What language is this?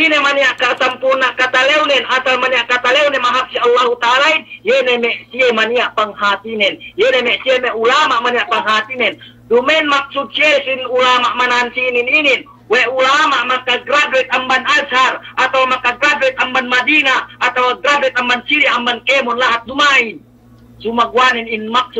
Yakan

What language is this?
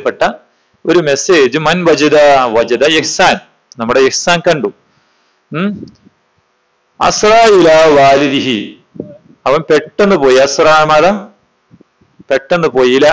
Malayalam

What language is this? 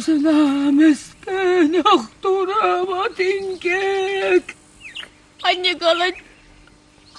Chuvash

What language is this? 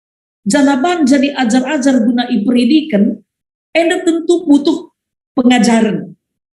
Batak Karo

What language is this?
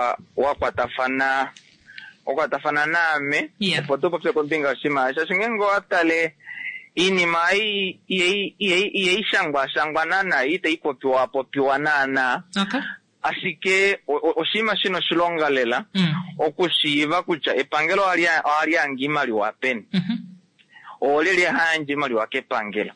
Kuanyama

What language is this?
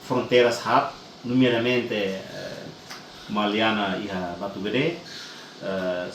Tetum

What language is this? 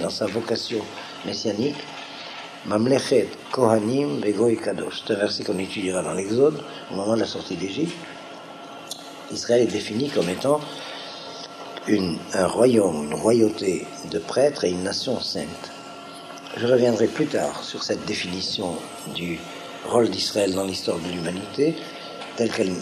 French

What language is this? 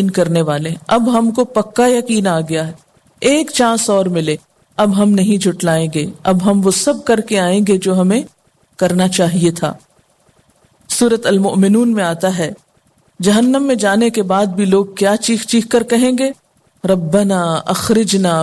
Urdu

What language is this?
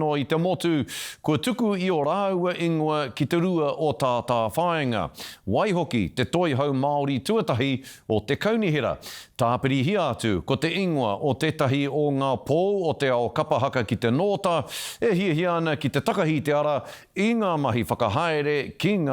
Māori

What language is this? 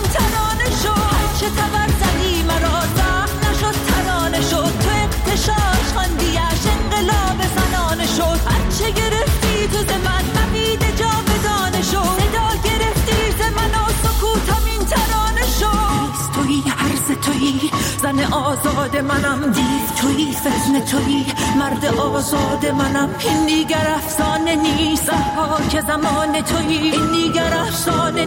Persian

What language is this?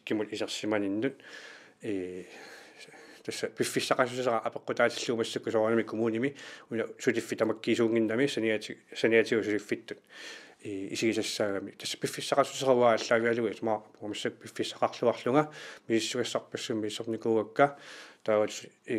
Kalaallisut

